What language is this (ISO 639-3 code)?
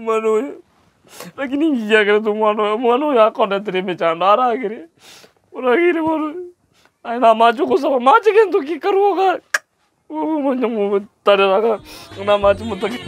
guz